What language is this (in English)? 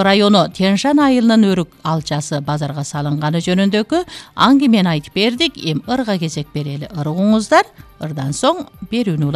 Kyrgyz